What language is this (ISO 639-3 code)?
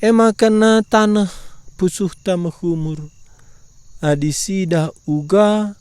btx